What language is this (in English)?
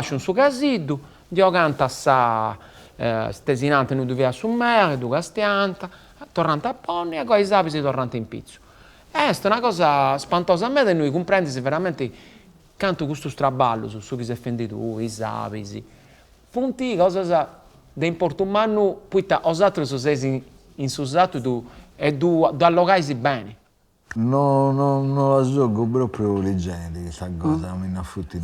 Sardinian